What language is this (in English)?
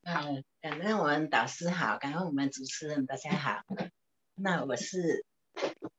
Chinese